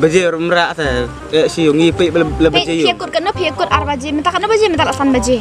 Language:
Khasi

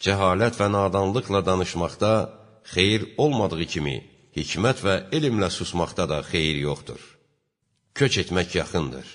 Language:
Azerbaijani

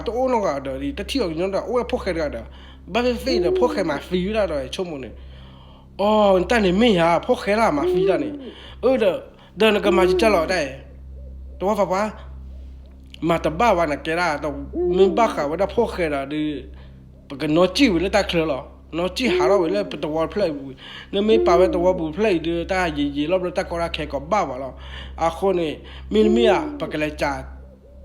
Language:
S'gaw Karen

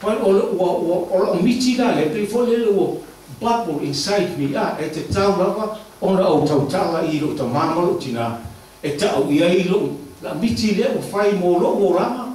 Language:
Samoan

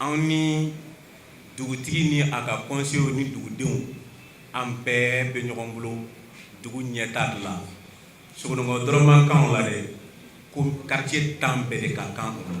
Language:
Bambara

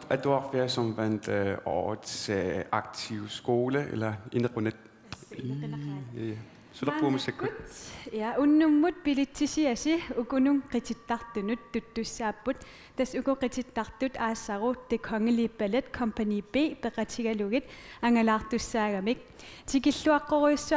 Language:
Kalaallisut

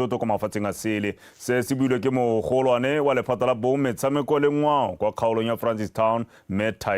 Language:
Tswana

